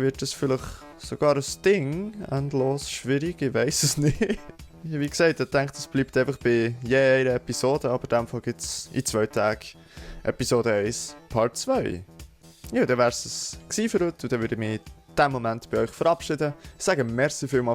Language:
Swiss German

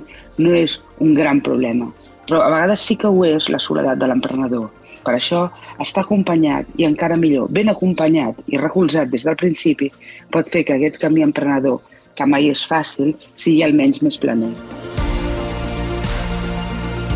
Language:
Catalan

